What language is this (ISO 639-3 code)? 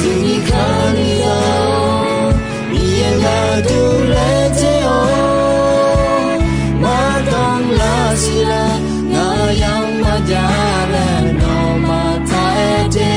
ahk